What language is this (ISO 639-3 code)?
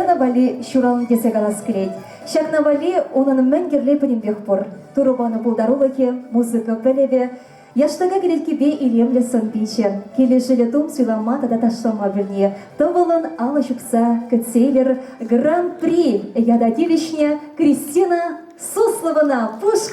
chv